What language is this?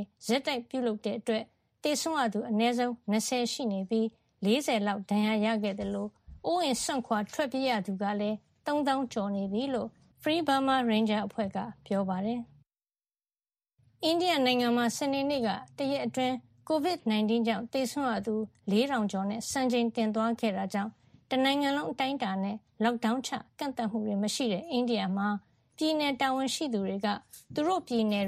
Burmese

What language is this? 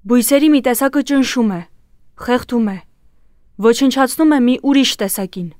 Armenian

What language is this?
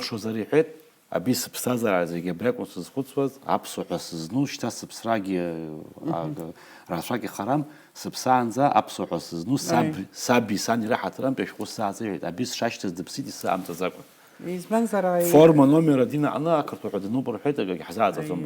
Abkhazian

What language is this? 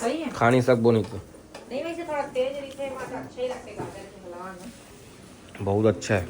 Chhattisgarhi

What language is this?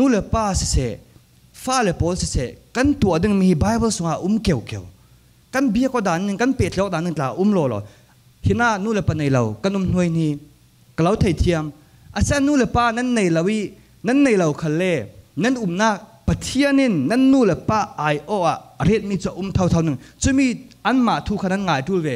Falam Chin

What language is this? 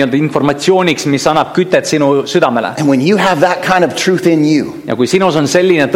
Estonian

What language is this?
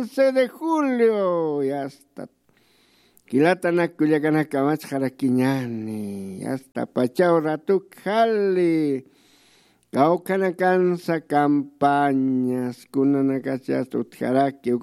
Aymara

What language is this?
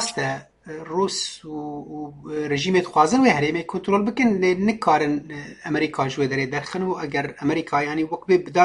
Kurdish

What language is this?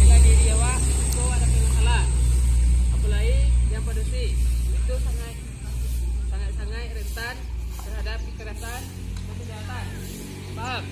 Minangkabau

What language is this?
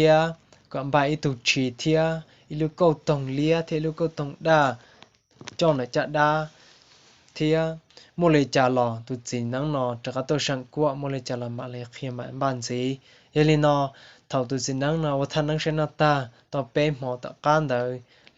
Hmong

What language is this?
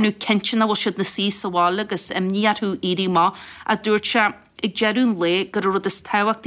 Irish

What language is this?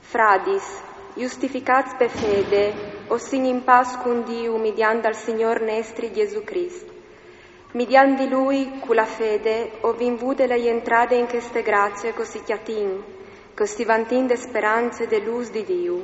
Friulian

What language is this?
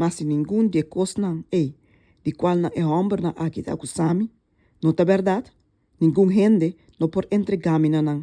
Papiamento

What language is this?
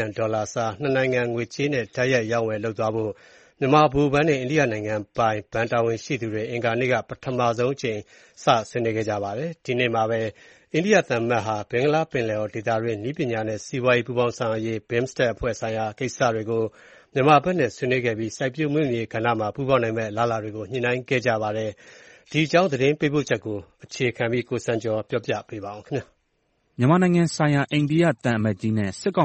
Burmese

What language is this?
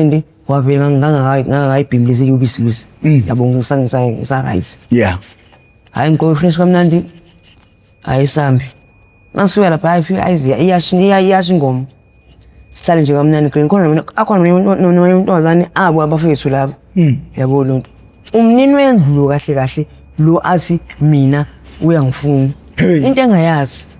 Zulu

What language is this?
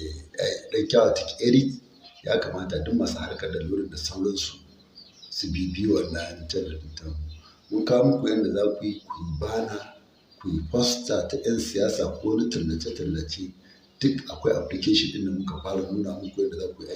Hausa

